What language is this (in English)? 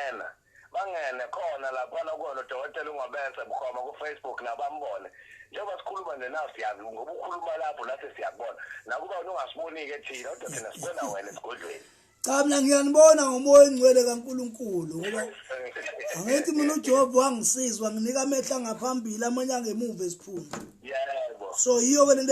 Zulu